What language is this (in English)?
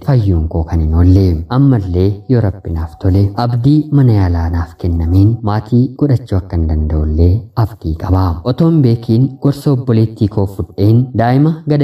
Oromo